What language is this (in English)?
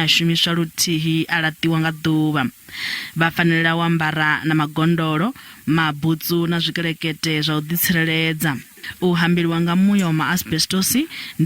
Venda